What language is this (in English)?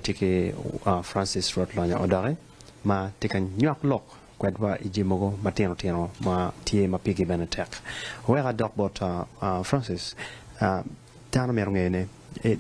Acoli